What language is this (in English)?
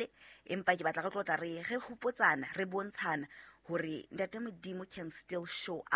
Southern Sotho